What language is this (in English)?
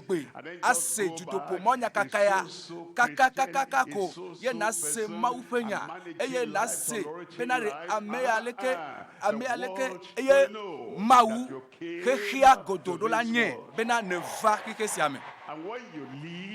Ewe